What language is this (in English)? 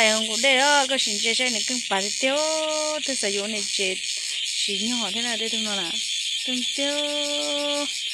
Hmong